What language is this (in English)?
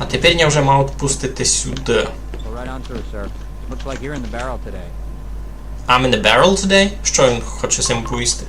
Rusyn